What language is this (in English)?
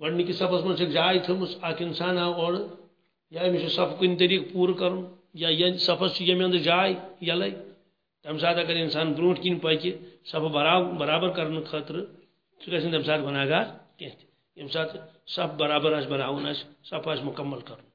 Kashmiri